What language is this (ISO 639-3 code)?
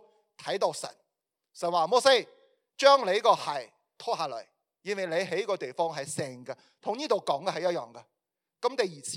yue